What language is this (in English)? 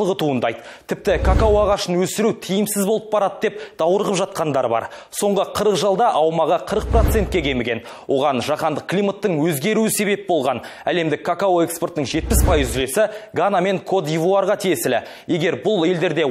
Kazakh